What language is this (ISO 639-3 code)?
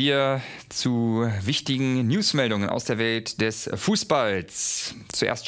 deu